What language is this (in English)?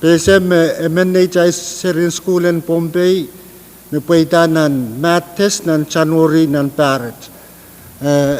Pohnpeian